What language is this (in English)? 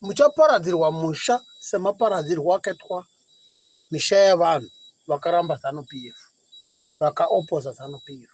Shona